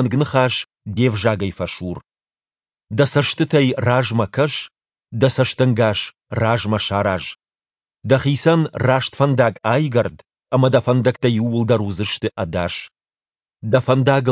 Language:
Ossetic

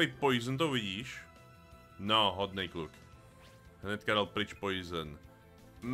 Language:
Czech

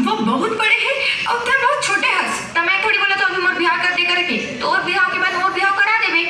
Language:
Chhattisgarhi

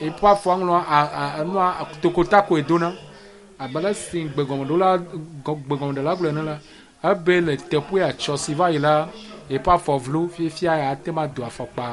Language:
Ewe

